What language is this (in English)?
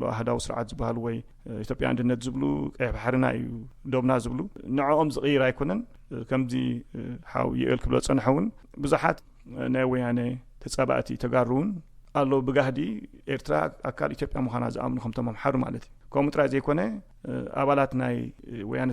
Tigrinya